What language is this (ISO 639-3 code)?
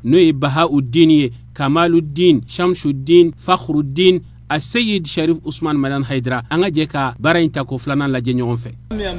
bam